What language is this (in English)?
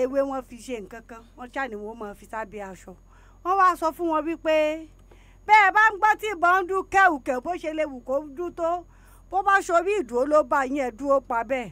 Yoruba